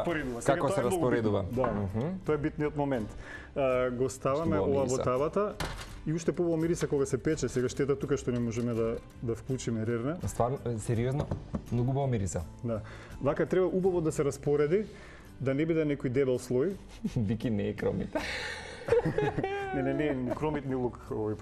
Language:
Macedonian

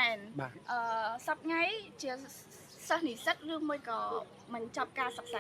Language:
Khmer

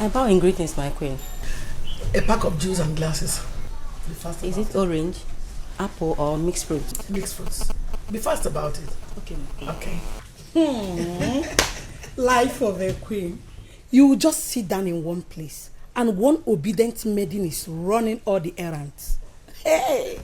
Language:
Nigerian Pidgin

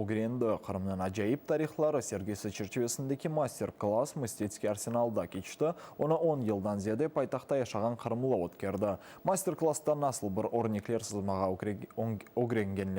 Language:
Crimean Tatar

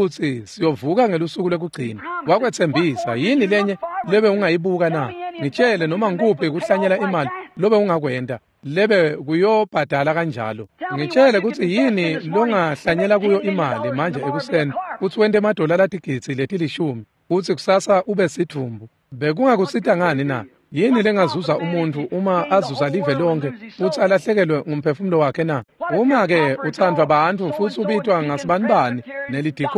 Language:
Swati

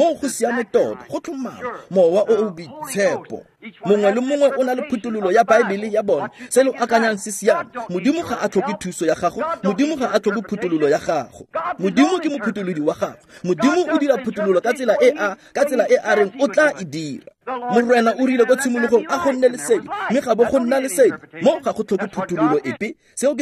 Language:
Tswana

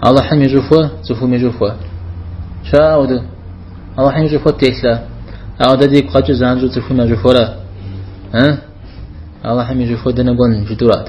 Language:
Kabardian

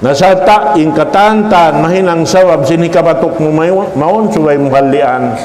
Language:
Tausug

